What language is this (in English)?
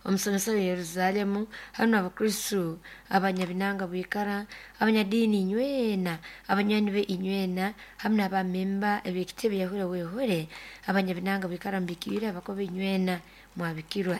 Nyoro